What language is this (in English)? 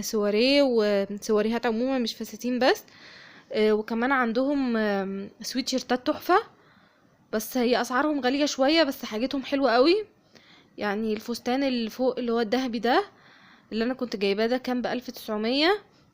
Egyptian Arabic